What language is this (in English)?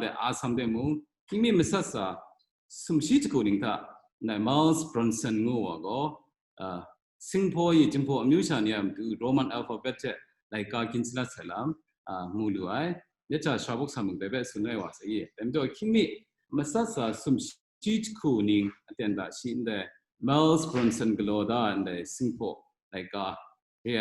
Kachin